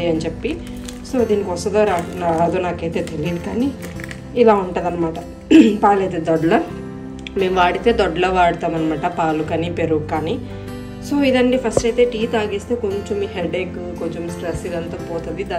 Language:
Telugu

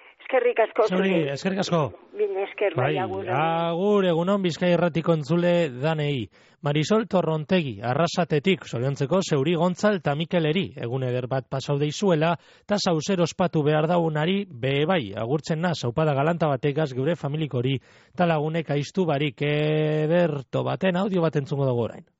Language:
Basque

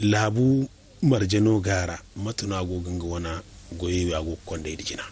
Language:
Zarma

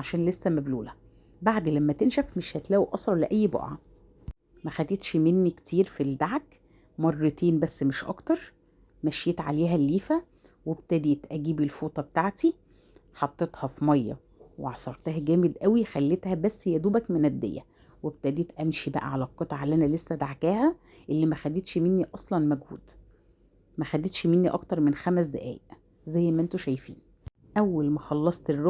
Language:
Egyptian Arabic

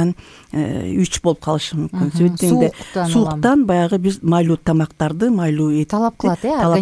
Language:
Kyrgyz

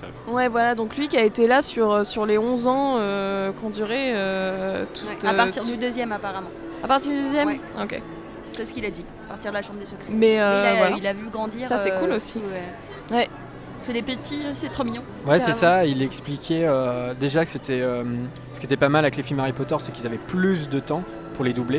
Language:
French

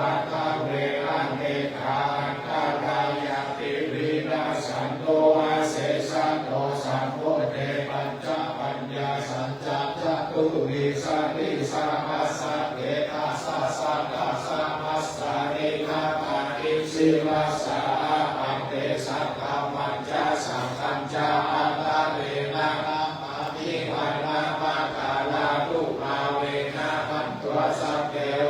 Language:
Pali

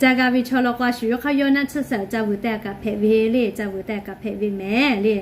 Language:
Lahu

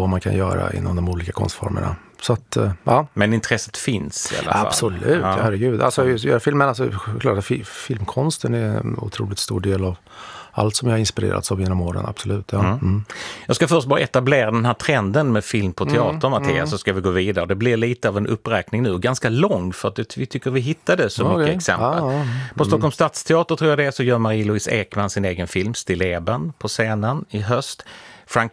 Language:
Swedish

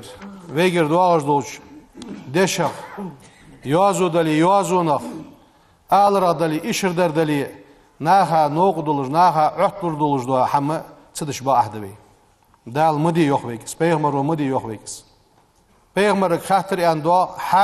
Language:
Ingush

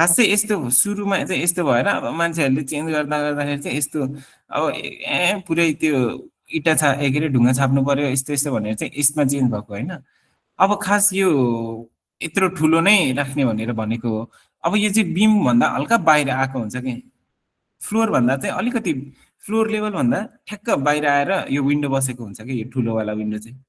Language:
Nepali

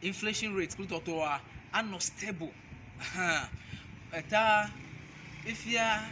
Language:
Ewe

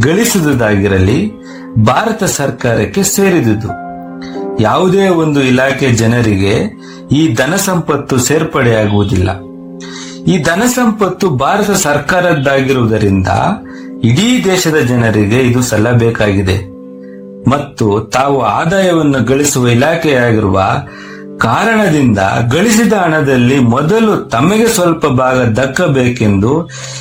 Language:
Kannada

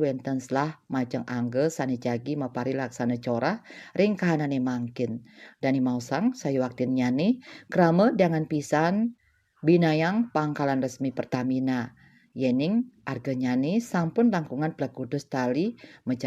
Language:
Balinese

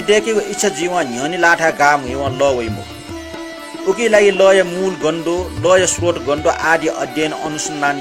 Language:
Newari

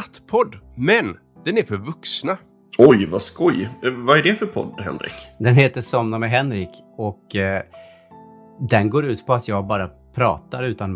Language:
Swedish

